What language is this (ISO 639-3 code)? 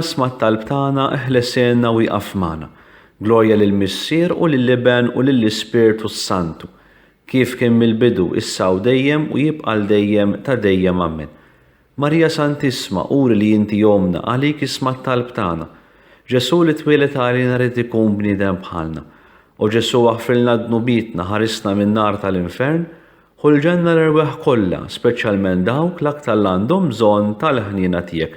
mlt